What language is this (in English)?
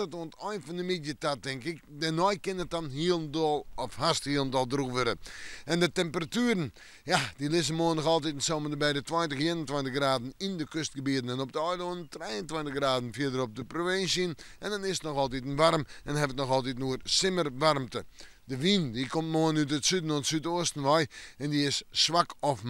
Western Frisian